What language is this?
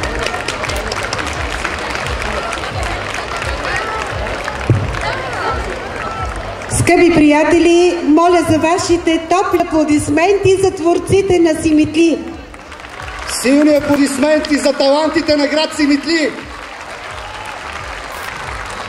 Bulgarian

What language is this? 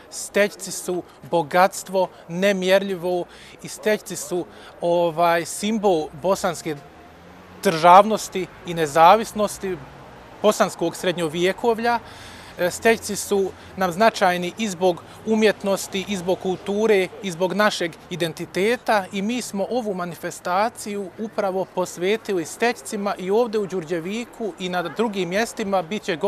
Bosnian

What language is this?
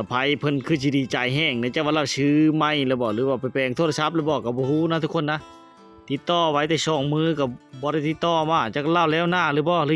Lao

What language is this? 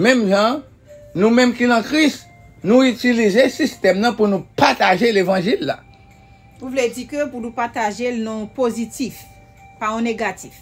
Haitian Creole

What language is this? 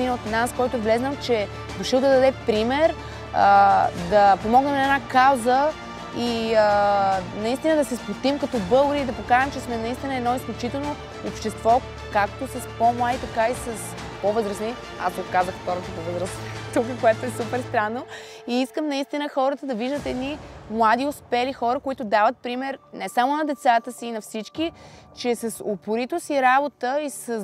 Bulgarian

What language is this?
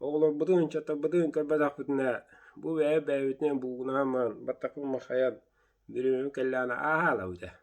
Yakut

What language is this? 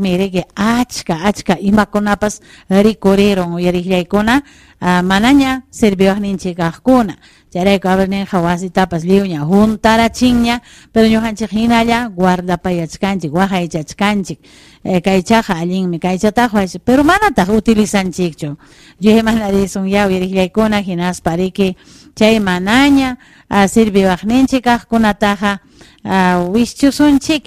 Ayacucho Quechua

